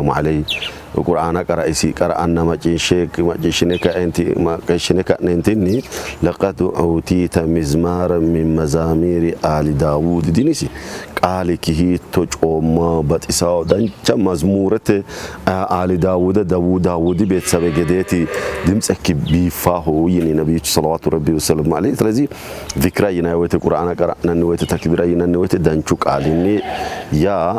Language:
Sidamo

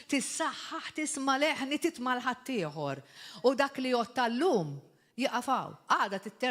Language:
Maltese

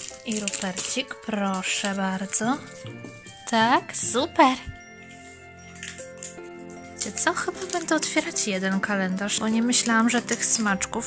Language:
Polish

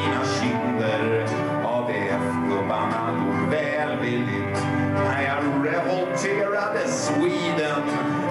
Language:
Swedish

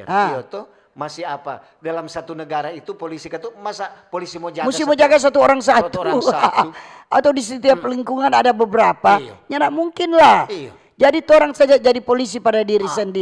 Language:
Manado Malay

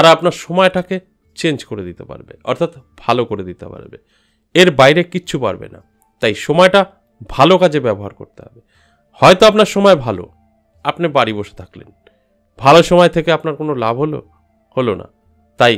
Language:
Bangla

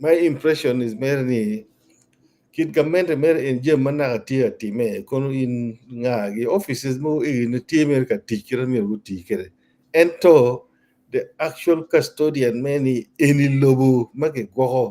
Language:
Acoli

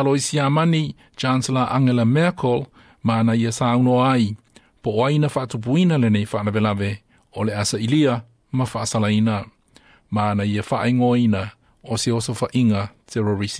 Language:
Samoan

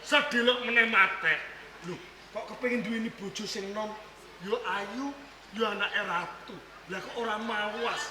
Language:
Javanese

